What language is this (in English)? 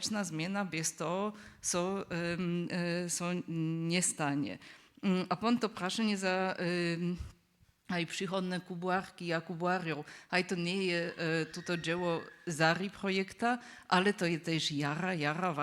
Upper Sorbian